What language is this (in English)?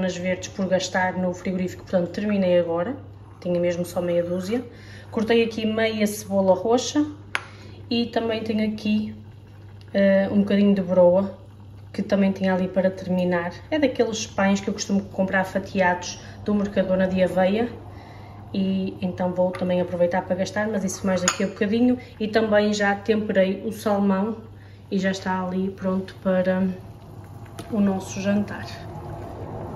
Portuguese